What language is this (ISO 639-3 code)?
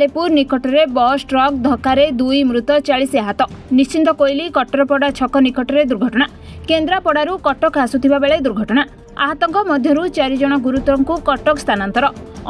ori